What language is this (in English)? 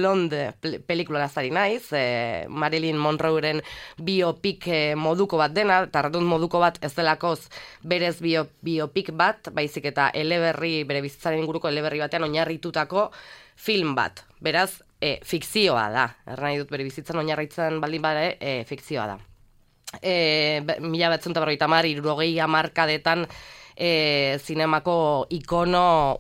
Basque